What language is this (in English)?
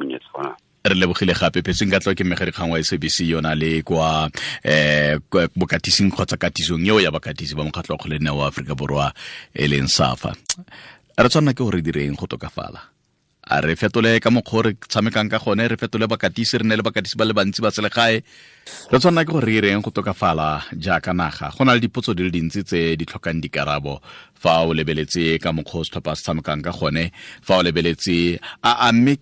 Tswana